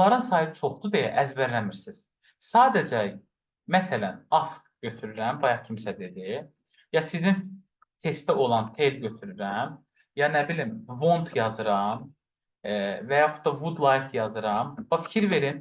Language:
Azerbaijani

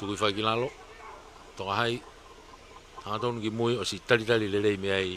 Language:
Tongan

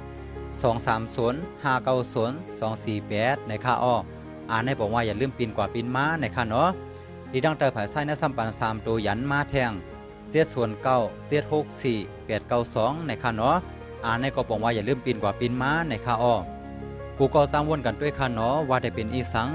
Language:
Shan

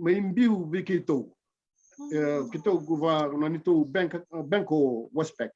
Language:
Fijian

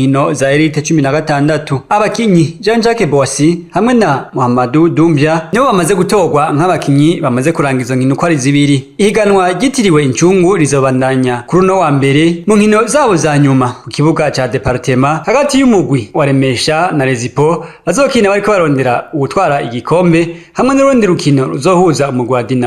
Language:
Rundi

